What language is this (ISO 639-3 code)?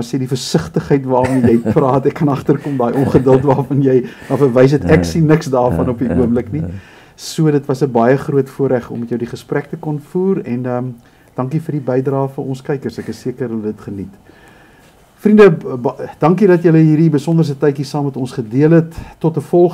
afr